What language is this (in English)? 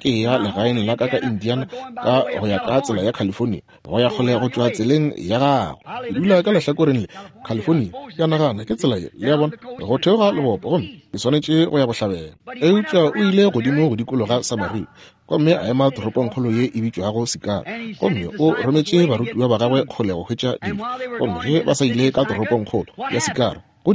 Northern Sotho